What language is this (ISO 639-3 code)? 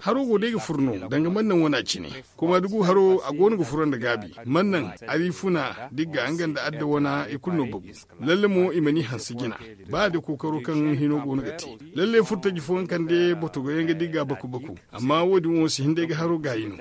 dje